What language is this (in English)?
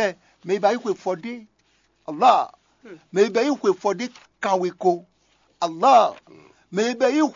Fon